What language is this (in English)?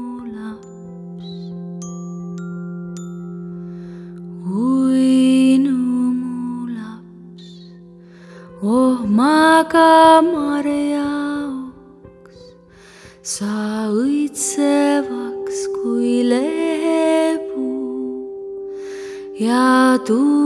Estonian